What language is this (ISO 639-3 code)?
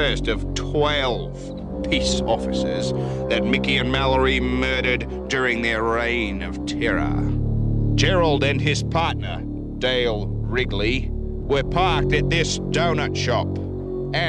eng